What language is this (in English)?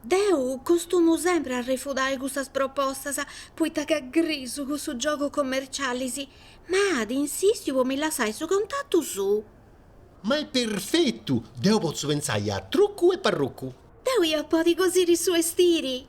Sardinian